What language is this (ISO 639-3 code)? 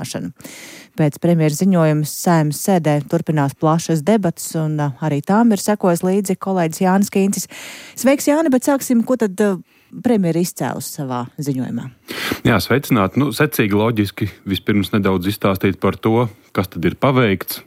lav